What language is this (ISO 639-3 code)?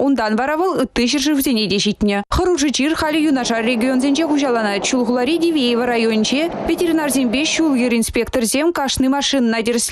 chv